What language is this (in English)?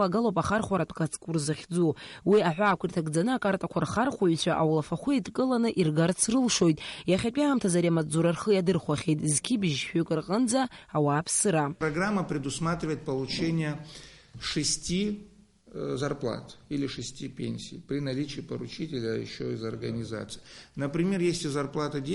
Abkhazian